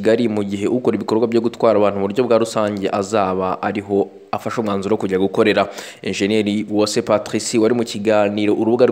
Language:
Kinyarwanda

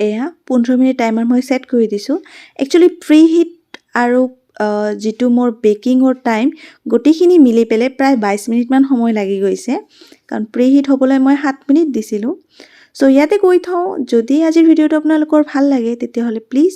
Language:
Assamese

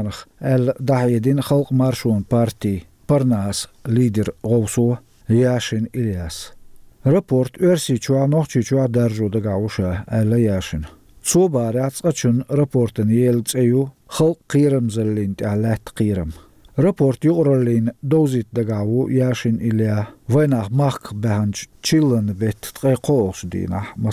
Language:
Chechen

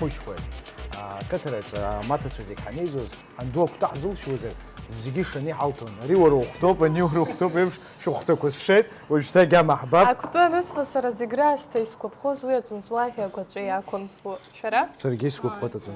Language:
Abkhazian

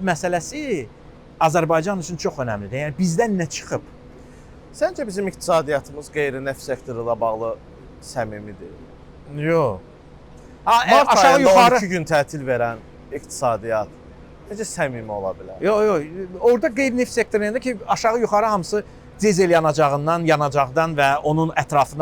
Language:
Azerbaijani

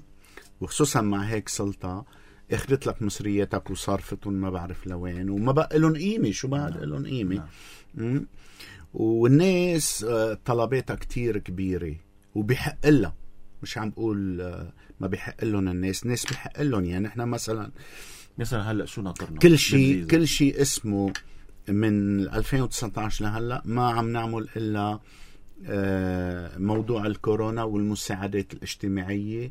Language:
North Levantine Arabic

